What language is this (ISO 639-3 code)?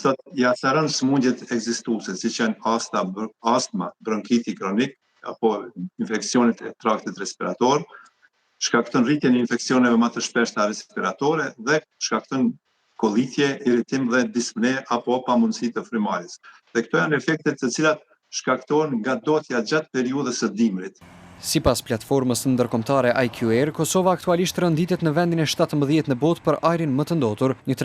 sqi